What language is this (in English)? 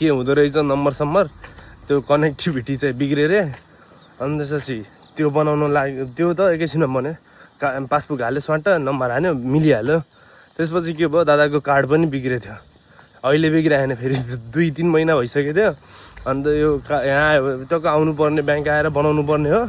Nepali